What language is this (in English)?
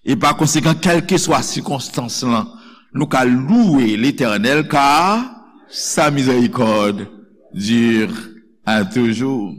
Haitian Creole